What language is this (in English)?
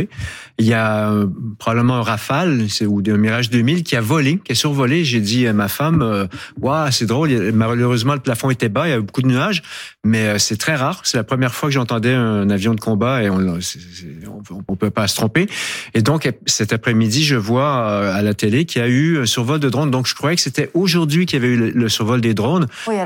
French